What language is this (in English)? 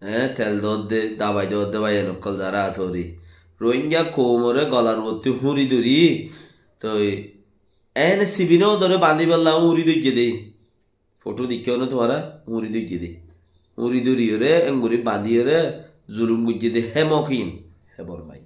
Rohingya